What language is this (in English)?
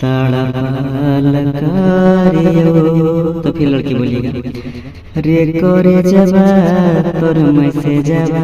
Magahi